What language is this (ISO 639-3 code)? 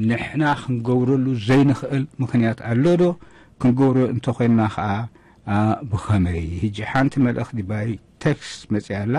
tir